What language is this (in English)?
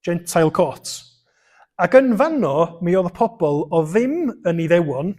Welsh